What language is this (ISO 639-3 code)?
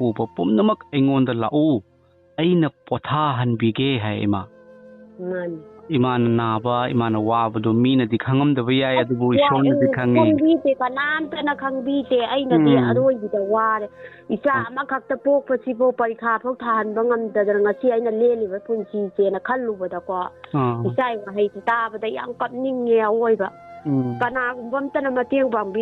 mni